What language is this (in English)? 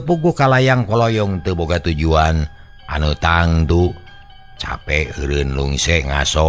Sundanese